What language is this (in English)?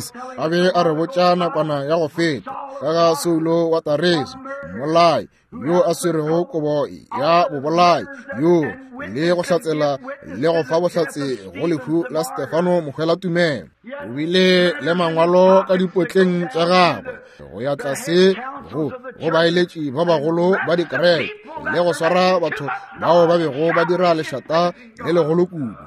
Northern Sotho